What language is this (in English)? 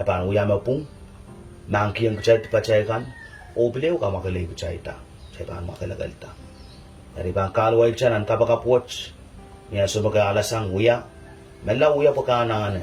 Pohnpeian